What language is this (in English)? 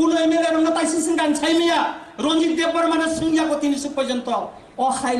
Kok Borok